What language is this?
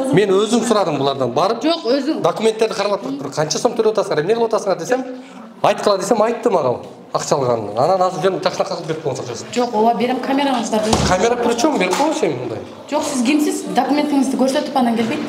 Kyrgyz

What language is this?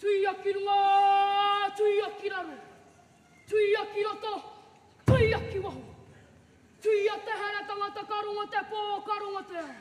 Māori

